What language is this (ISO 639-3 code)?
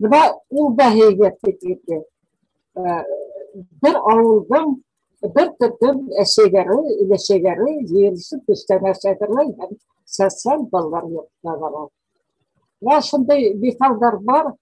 bak